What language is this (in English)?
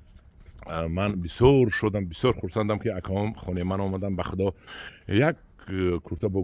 Tajik